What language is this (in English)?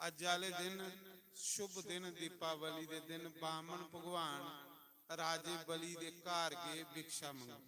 Dogri